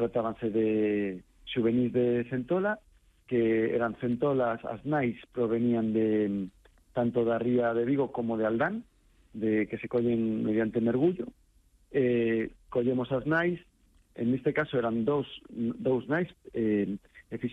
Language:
Galician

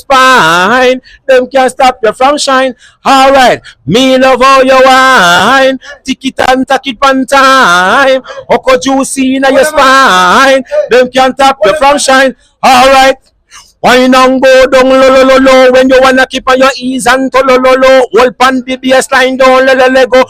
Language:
Jamaican Creole English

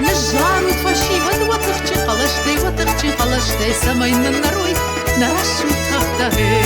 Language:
Ossetic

